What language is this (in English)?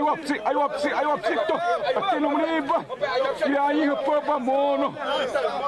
Xavánte